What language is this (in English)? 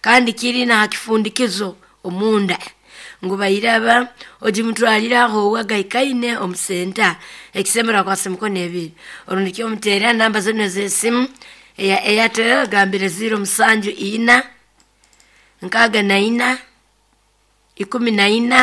Nyoro